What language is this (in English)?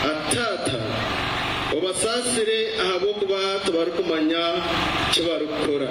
Nyankole